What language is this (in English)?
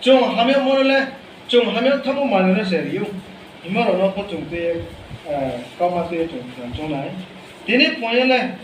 Riang (India)